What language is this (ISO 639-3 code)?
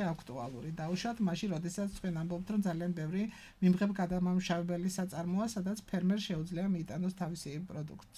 kat